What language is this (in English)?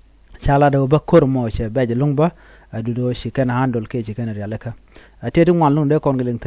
Nuer